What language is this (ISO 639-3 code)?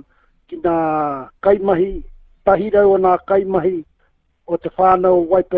mri